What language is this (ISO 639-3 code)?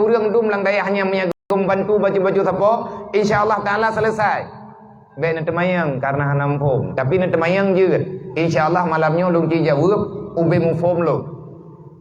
ace